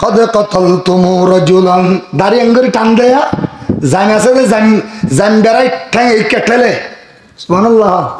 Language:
Rohingya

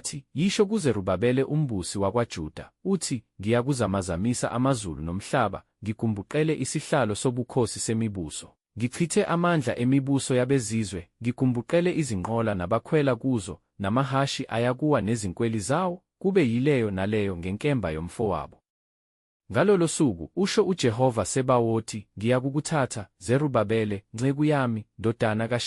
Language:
Zulu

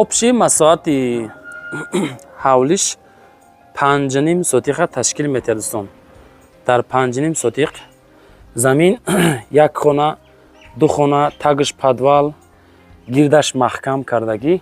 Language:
Tajik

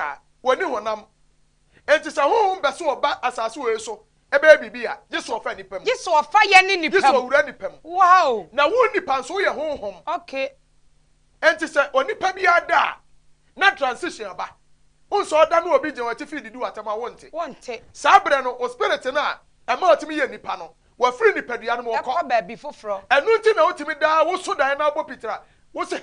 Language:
Akan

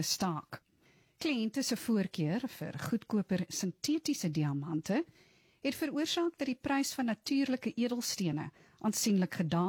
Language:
Afrikaans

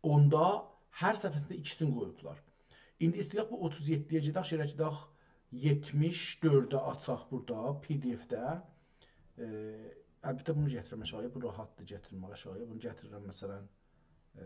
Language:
South Azerbaijani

